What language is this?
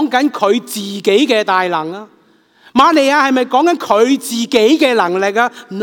Cantonese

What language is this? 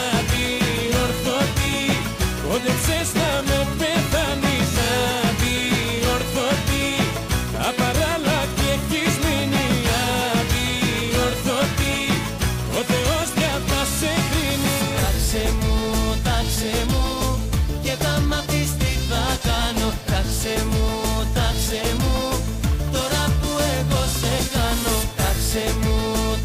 Greek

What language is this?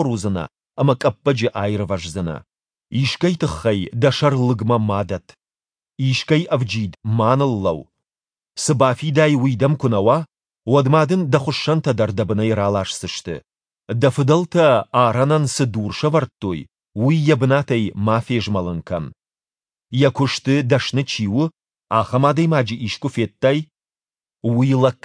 Ossetic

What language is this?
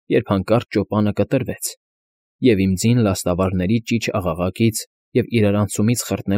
Armenian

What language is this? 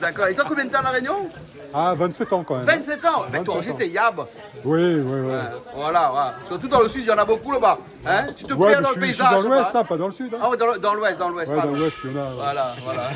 Réunion Creole French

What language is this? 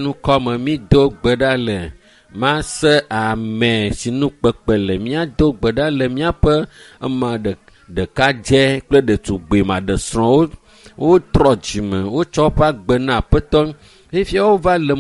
Ewe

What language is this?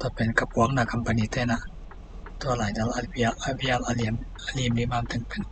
Tedim Chin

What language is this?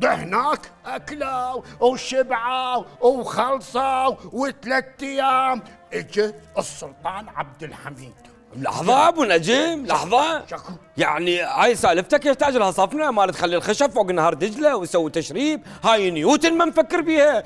Mesopotamian Arabic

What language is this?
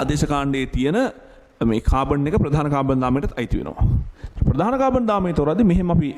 Sinhala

